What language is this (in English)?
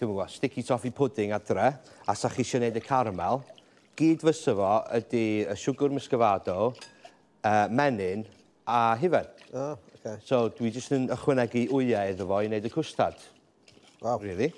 Welsh